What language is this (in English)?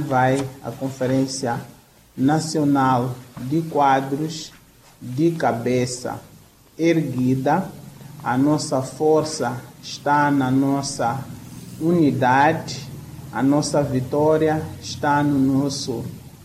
Portuguese